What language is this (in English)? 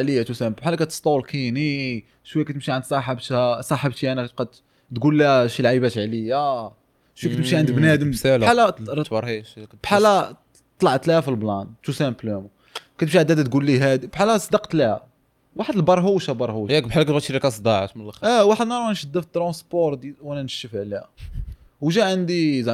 Moroccan Arabic